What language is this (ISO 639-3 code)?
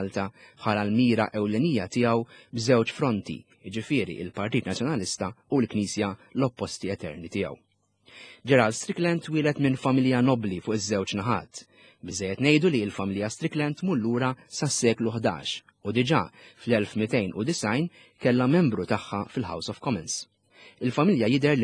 mlt